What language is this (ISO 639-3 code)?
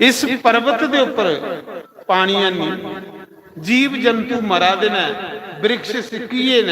doi